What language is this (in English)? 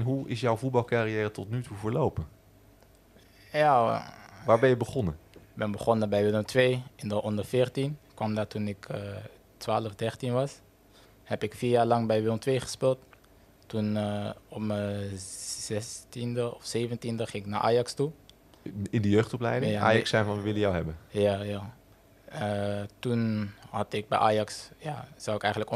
Dutch